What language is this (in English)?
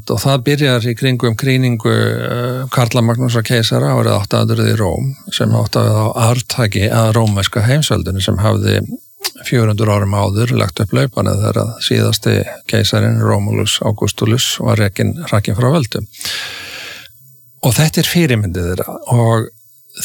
Icelandic